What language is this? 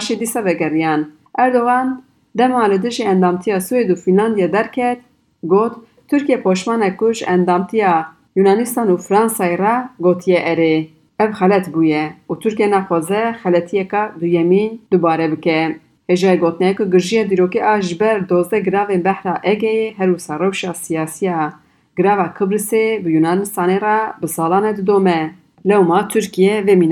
Kurdish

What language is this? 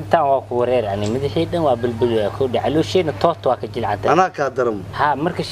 Somali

